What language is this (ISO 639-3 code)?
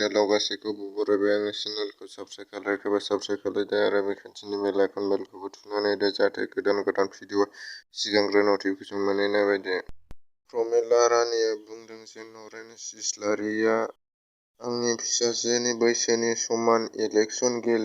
brx